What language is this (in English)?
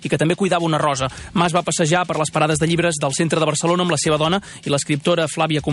Catalan